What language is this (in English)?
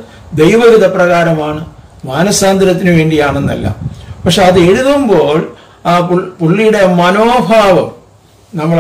Malayalam